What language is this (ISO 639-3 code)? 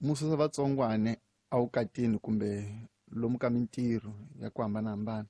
tso